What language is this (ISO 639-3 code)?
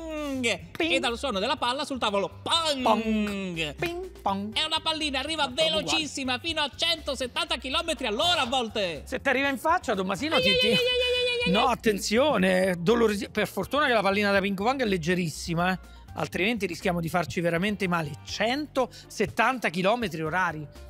ita